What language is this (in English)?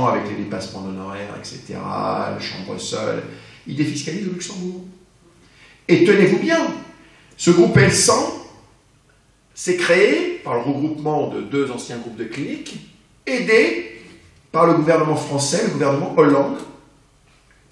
French